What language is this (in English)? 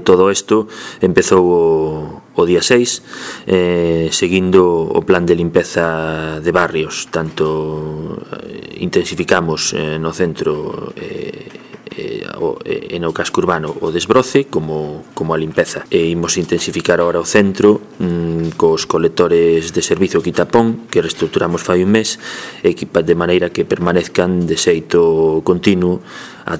Galician